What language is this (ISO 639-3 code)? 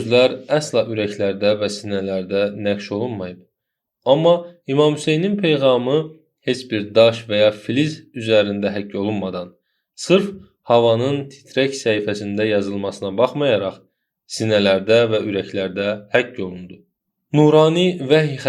aze